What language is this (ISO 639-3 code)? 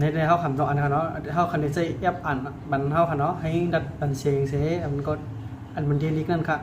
shn